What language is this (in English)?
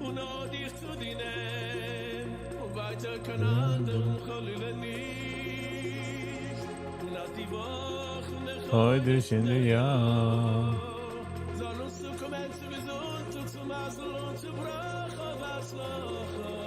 Yiddish